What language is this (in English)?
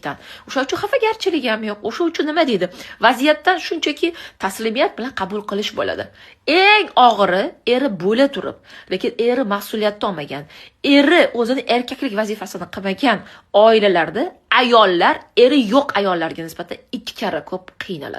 Uzbek